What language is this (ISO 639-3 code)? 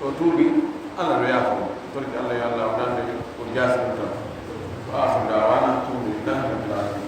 ful